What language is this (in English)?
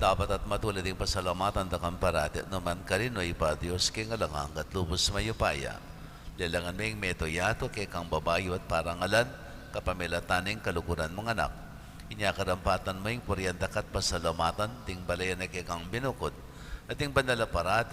Pampanga